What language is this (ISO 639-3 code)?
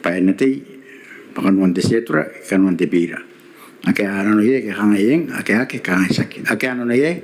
gil